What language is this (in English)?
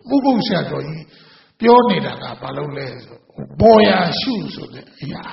Burmese